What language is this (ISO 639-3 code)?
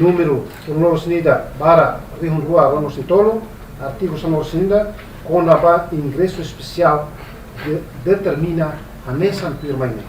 tet